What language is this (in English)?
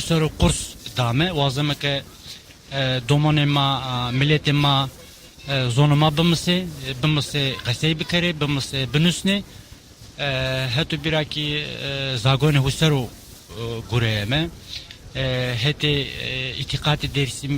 Zaza